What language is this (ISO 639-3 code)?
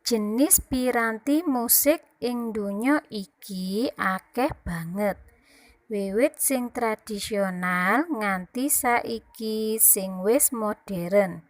jav